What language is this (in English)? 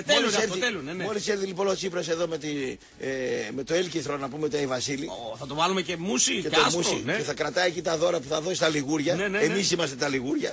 Greek